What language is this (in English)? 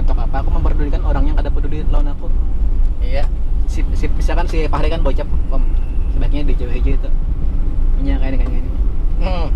Banjar